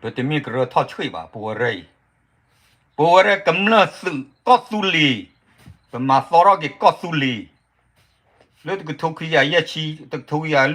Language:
S'gaw Karen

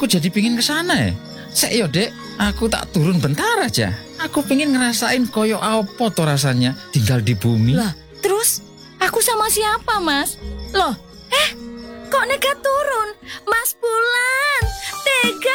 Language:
Indonesian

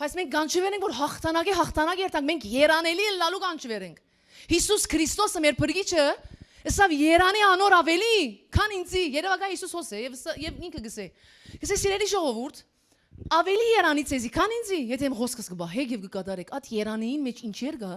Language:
Western Armenian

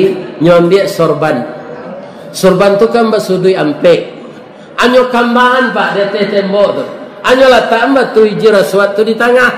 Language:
Minangkabau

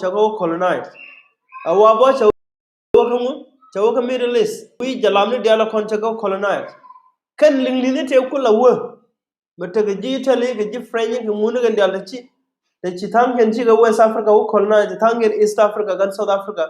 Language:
Nuer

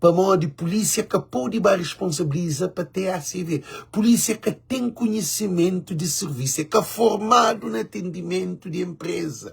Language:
Kabuverdianu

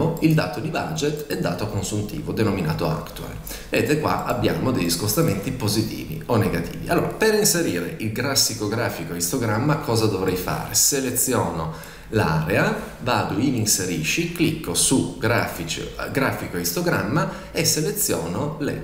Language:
Italian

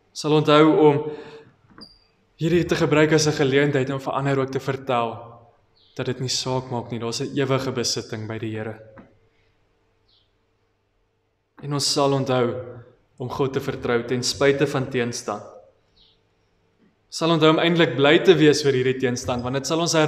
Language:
Afrikaans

